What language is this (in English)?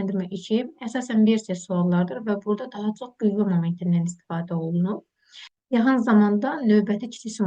Azerbaijani